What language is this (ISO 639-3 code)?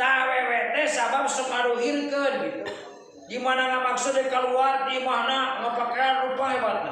sun